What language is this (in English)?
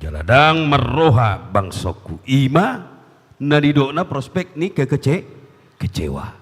Batak Toba